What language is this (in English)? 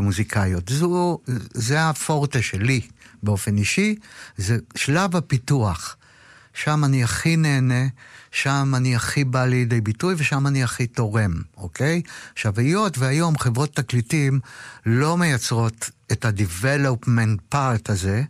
Hebrew